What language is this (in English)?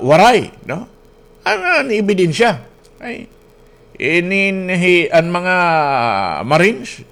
Waray